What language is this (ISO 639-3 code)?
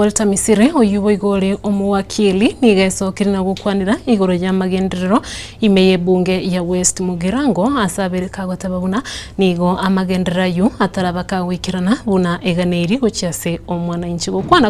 guz